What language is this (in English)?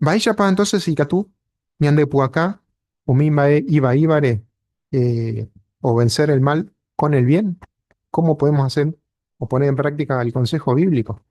Guarani